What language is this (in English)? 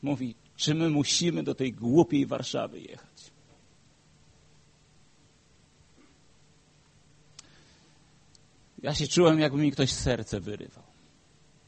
Polish